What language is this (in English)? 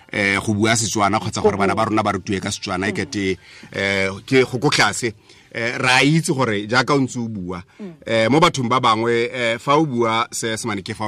Tswana